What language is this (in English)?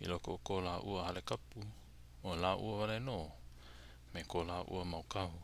Hawaiian